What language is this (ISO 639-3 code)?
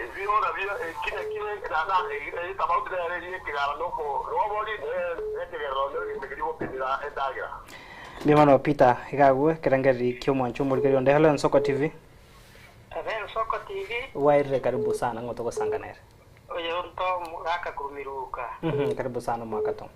guz